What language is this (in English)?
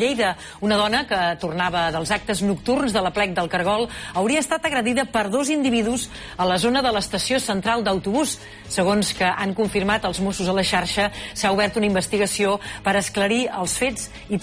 Catalan